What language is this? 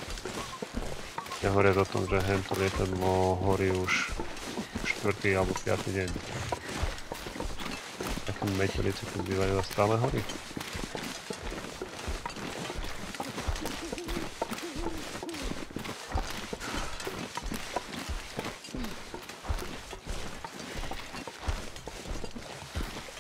Slovak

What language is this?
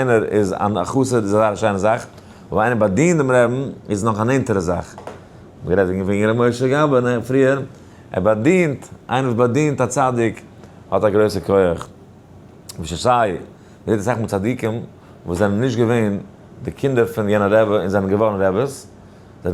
Yiddish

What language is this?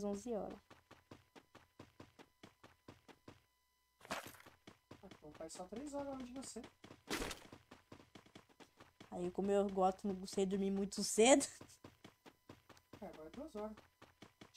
Portuguese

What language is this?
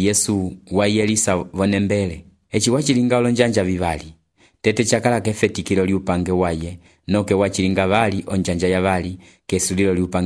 Umbundu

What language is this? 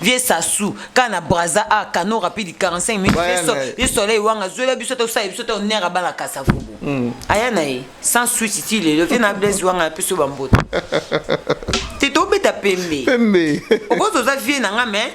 Lingala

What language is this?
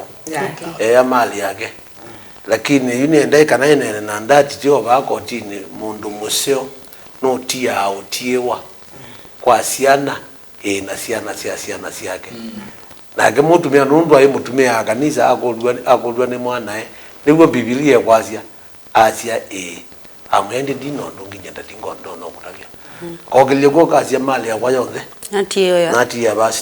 Kamba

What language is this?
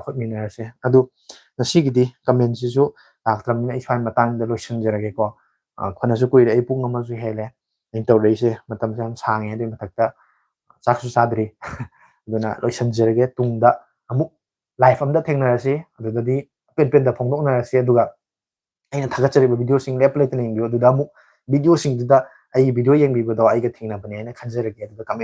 Manipuri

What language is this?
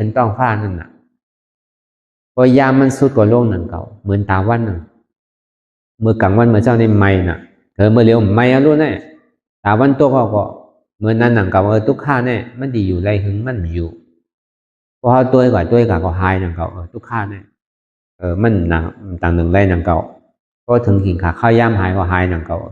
Shan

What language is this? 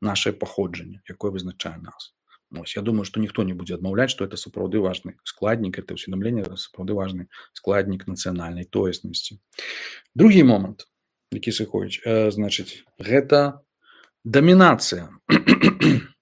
Belarusian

